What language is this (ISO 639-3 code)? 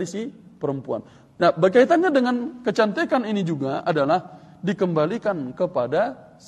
ind